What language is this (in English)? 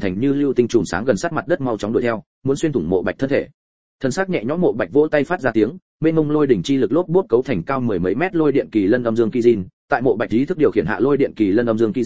Vietnamese